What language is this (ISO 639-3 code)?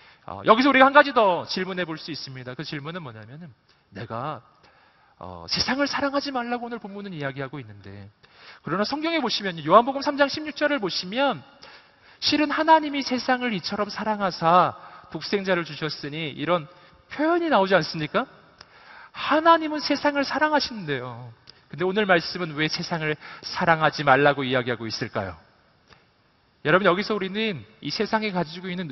kor